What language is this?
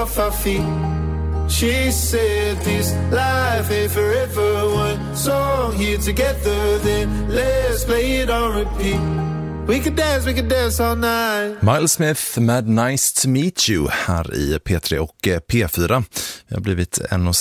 Swedish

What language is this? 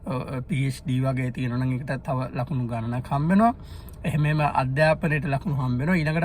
Sinhala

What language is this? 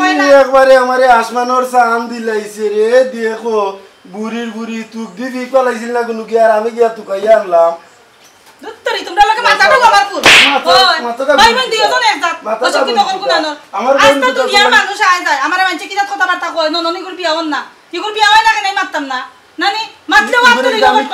Sylheti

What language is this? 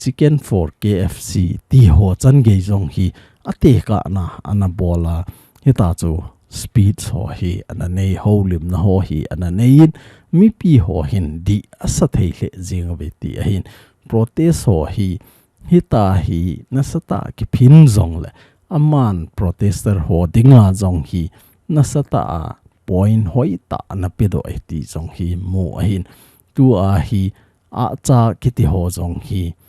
Thado Chin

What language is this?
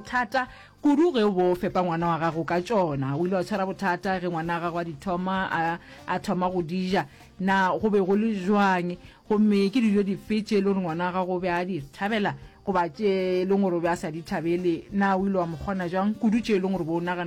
Northern Sotho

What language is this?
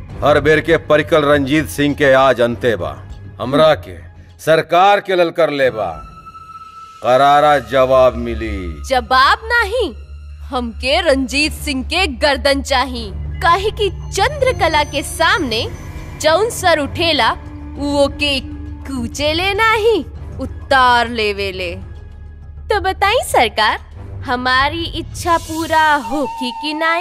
Bhojpuri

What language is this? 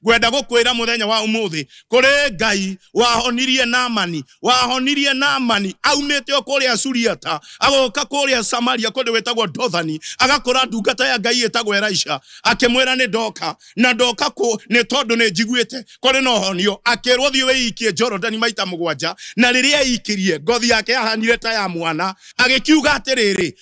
Kikuyu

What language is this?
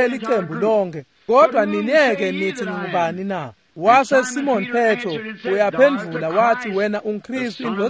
Swati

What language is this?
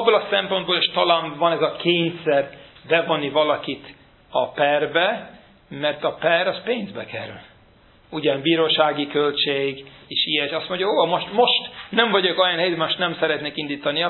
Hungarian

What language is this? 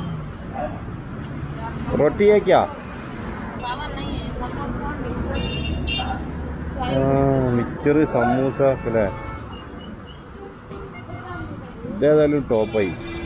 Malayalam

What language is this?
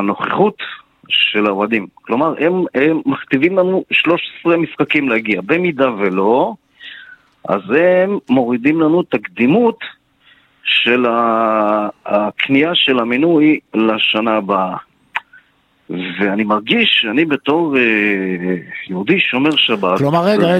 Hebrew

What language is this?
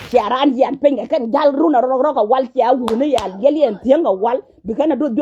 Nuer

